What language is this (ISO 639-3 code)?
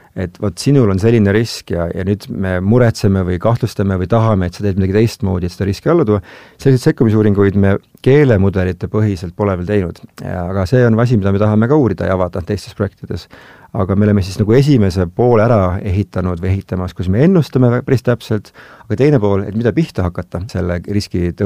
est